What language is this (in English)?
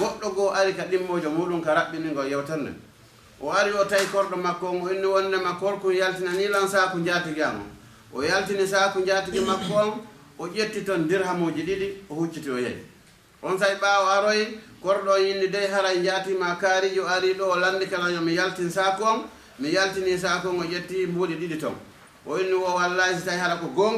Fula